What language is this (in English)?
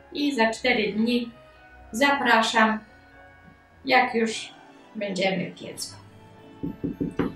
Polish